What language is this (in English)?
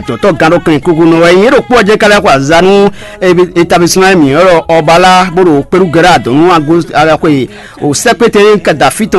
Fon